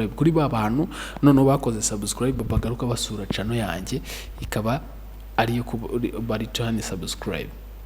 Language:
Kinyarwanda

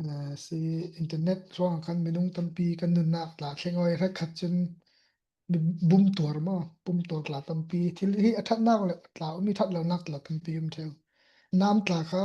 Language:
Falam Chin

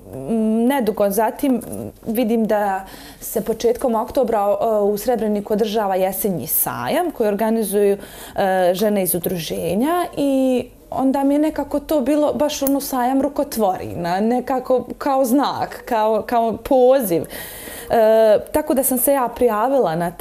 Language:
Bosnian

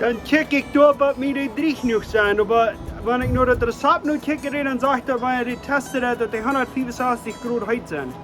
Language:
Plautdietsch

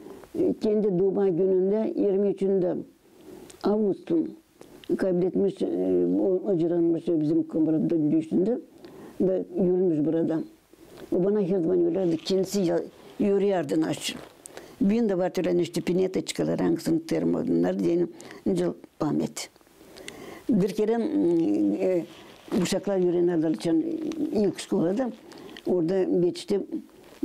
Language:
Gagauz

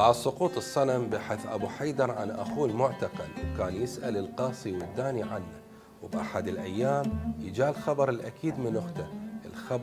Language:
Mesopotamian Arabic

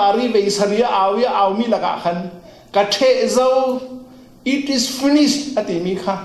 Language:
Falam Chin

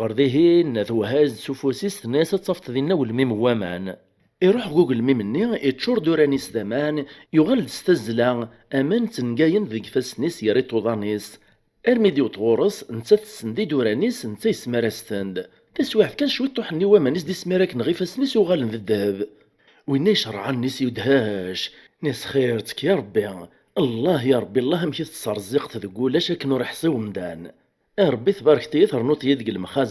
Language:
Kabyle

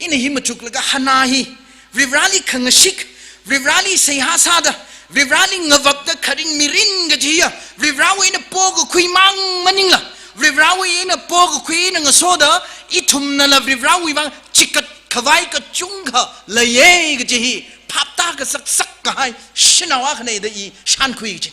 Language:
Tangkhul Naga (India)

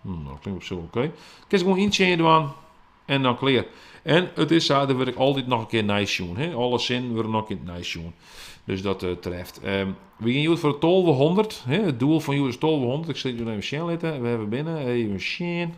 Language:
Western Frisian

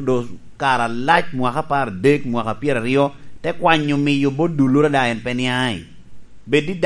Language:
Lango (Uganda)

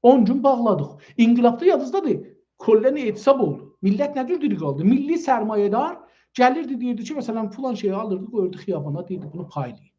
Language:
South Azerbaijani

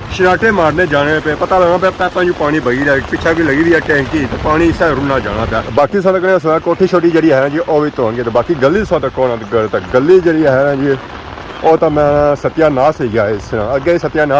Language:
Pahari-Potwari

